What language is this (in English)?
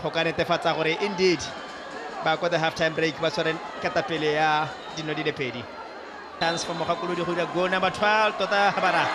Tswana